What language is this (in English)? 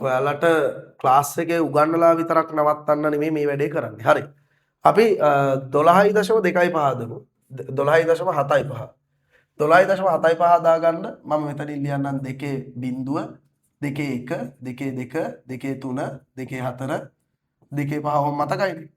Sinhala